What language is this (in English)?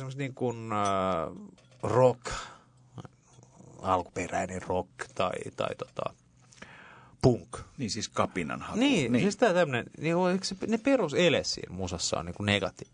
Finnish